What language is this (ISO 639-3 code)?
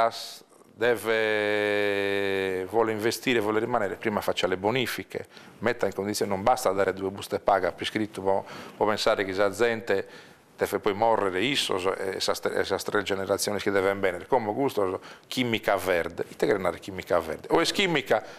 srd